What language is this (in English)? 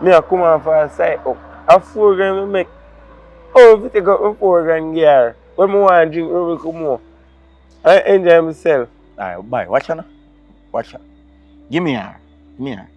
Jamaican Creole English